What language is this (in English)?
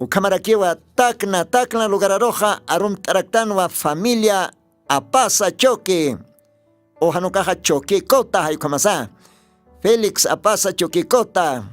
Aymara